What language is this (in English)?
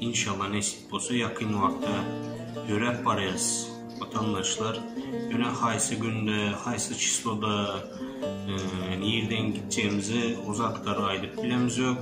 Turkmen